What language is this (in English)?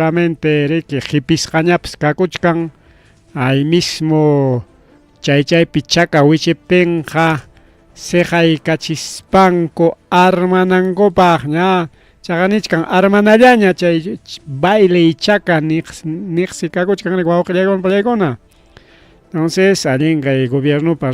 Ayacucho Quechua